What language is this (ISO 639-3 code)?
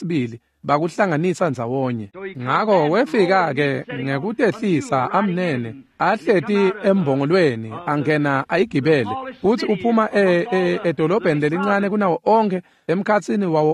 ssw